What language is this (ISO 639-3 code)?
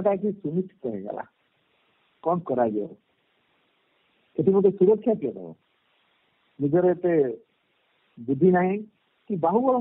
ori